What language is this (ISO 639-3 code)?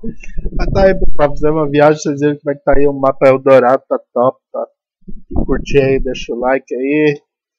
por